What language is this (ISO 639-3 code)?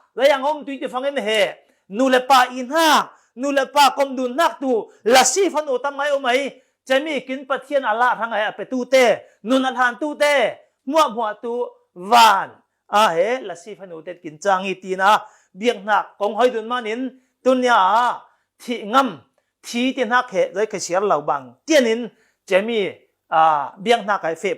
cfm